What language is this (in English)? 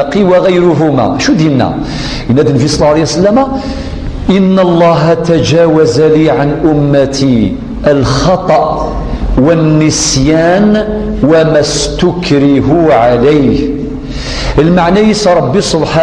Kabyle